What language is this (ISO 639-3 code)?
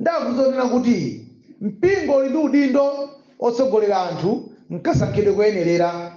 nya